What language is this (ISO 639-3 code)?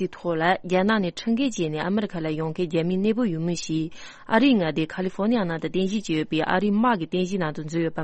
bod